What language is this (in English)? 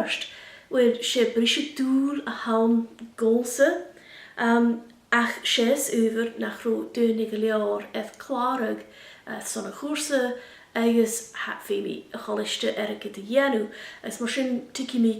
Scottish Gaelic